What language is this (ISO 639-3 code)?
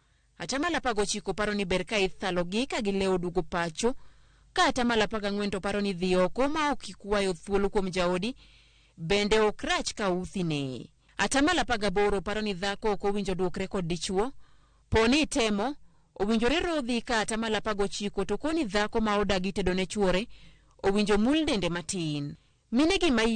luo